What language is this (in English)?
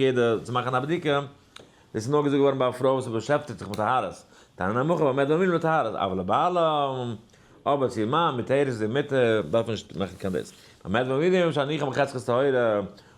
Yiddish